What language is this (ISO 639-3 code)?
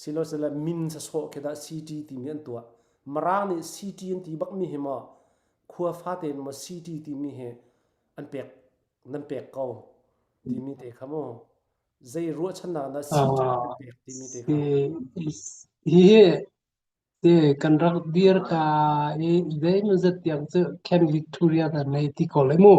cnh